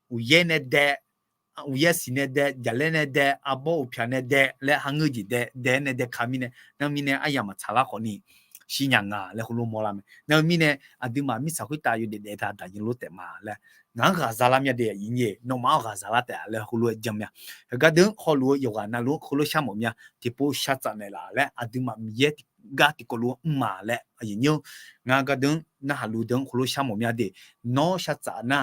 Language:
Akha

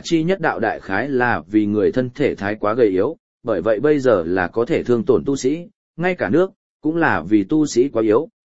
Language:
Vietnamese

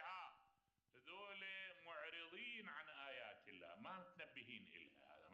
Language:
Mesopotamian Arabic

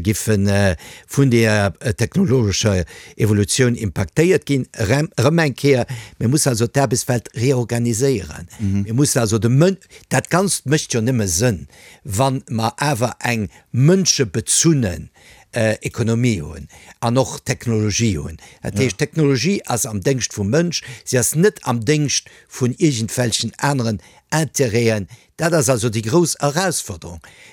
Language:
Luxembourgish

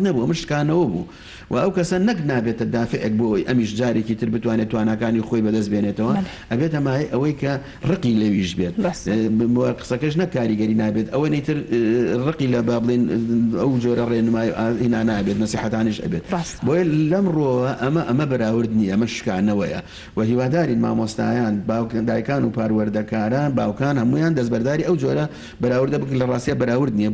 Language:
Central Kurdish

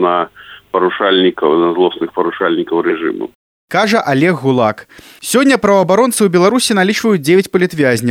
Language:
Belarusian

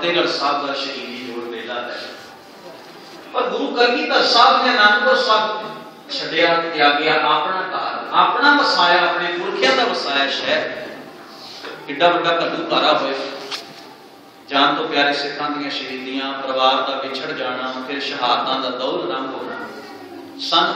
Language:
Punjabi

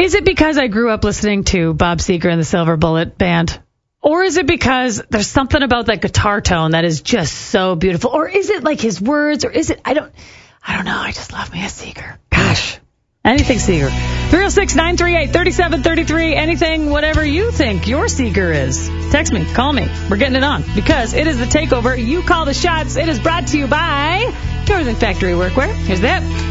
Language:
English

